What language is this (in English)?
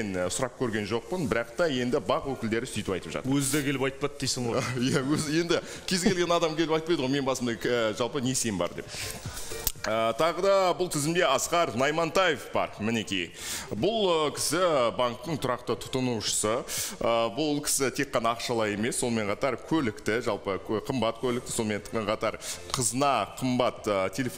Kazakh